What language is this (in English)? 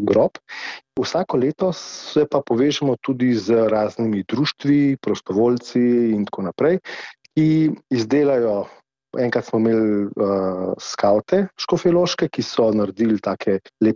Slovenian